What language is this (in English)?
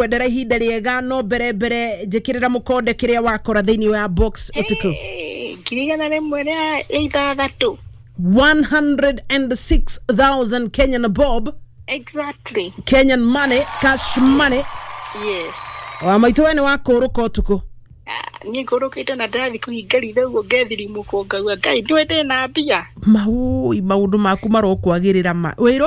Kikuyu